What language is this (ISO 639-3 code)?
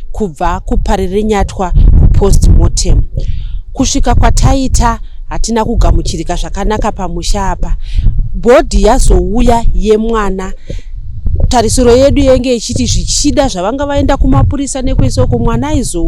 sna